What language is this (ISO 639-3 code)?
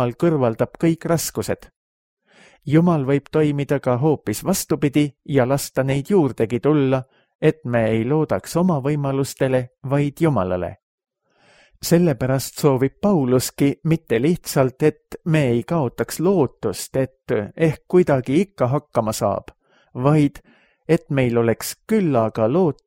est